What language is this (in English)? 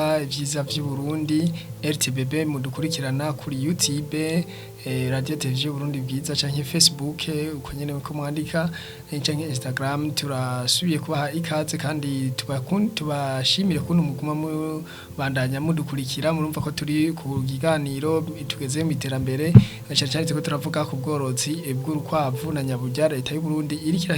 Rundi